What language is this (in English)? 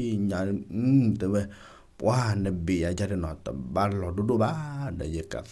S'gaw Karen